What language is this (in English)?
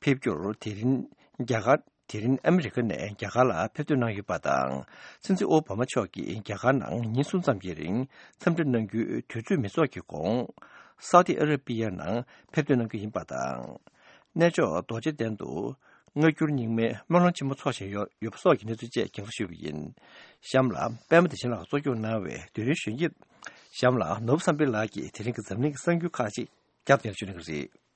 Tibetan